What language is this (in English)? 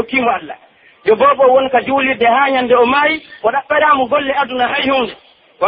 Pular